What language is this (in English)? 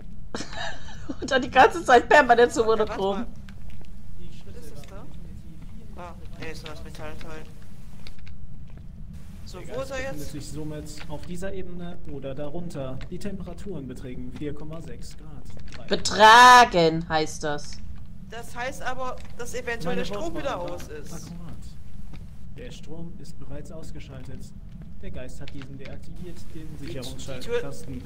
German